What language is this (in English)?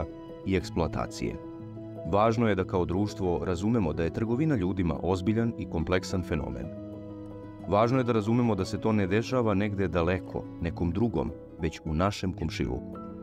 Serbian